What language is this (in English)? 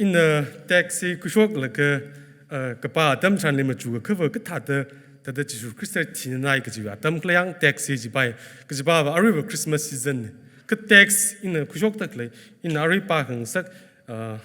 Tangkhul Naga (India)